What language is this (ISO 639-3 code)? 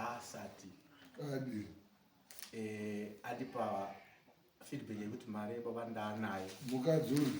sna